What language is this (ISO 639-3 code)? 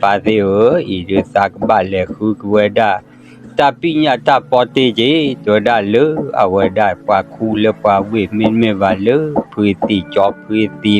ksw